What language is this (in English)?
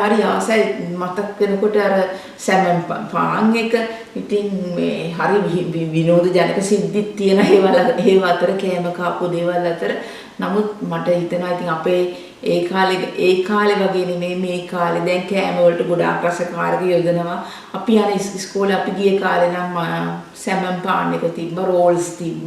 Sinhala